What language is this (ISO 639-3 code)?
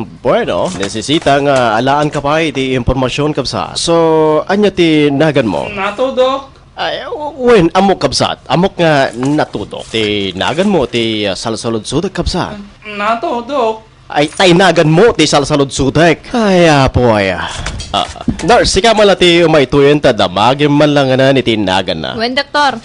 ilo